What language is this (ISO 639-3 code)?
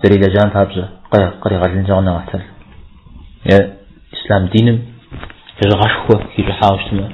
kbd